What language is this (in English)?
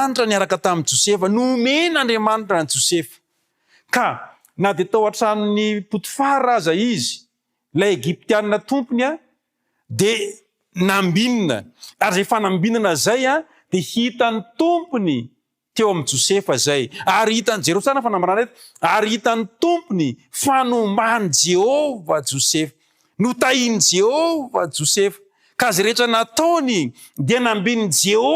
Malagasy